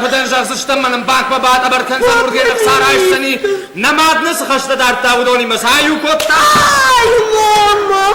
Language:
Ossetic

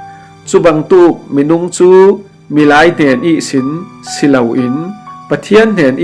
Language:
Falam Chin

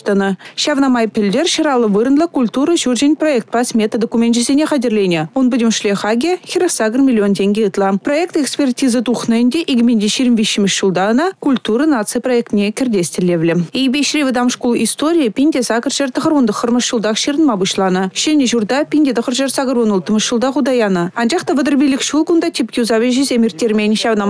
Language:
Chuvash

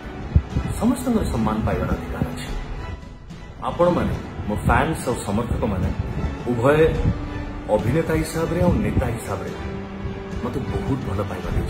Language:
Odia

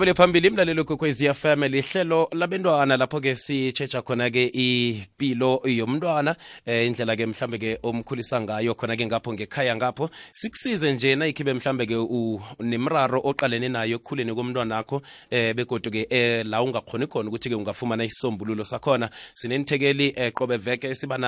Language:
South Ndebele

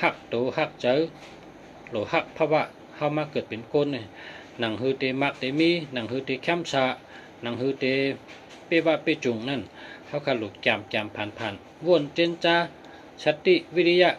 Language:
Shan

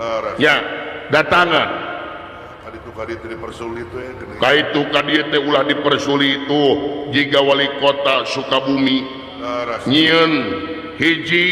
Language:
Sundanese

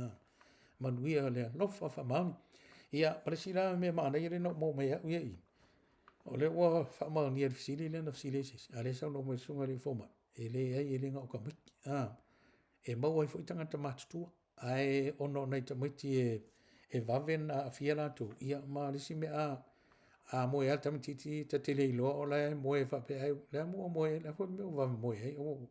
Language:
Samoan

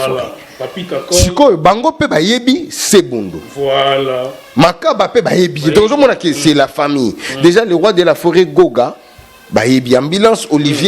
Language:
Lingala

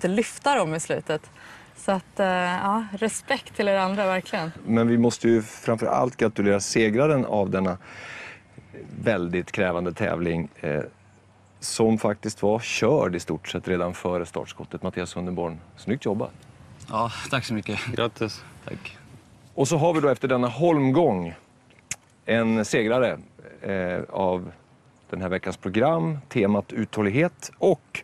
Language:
Swedish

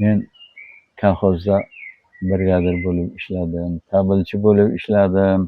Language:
Uzbek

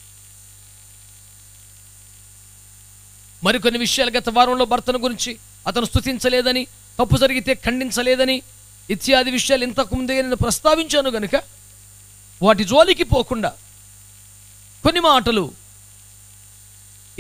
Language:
Telugu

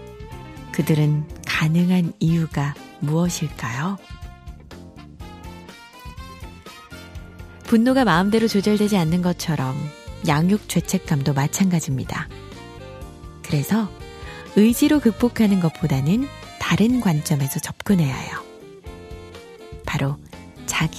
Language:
Korean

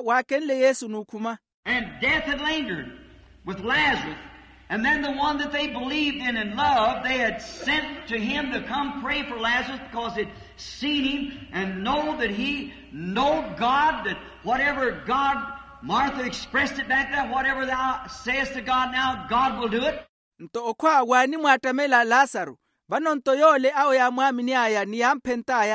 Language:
Makhuwa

